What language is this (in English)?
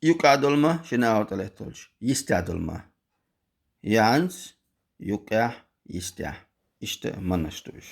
Chechen